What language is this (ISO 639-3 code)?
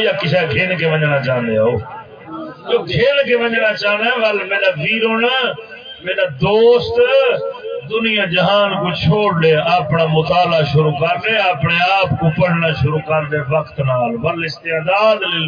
skr